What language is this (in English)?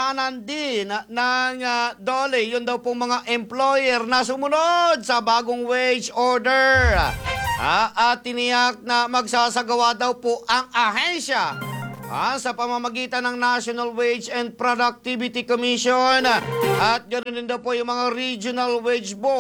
Filipino